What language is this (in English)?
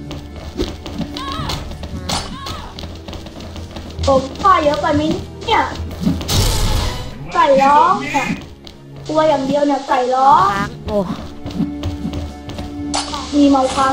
Thai